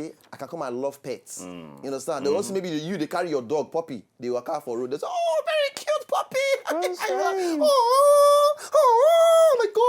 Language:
Nigerian Pidgin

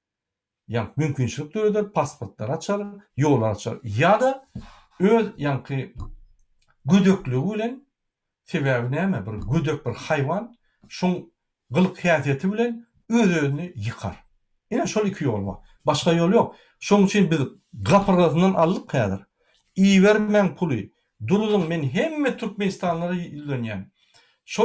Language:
Turkmen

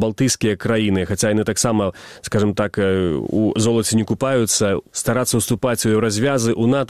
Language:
Belarusian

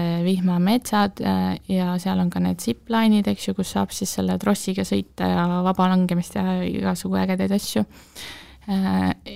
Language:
Estonian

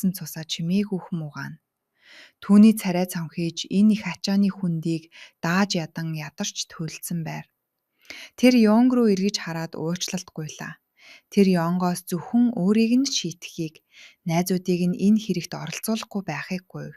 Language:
Mongolian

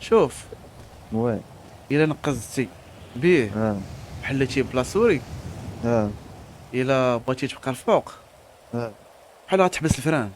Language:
Moroccan Arabic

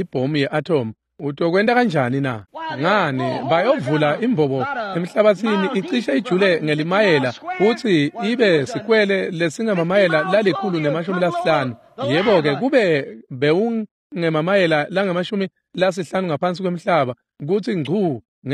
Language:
Swati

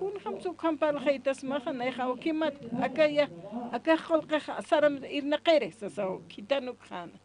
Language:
Aymara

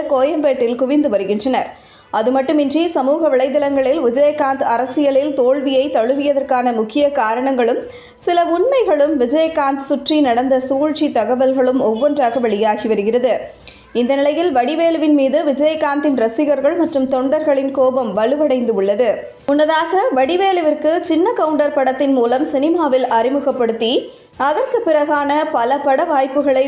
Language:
Tamil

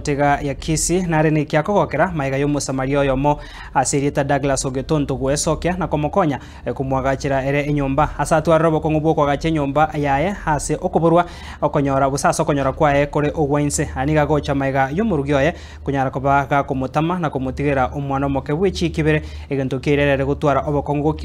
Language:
Gusii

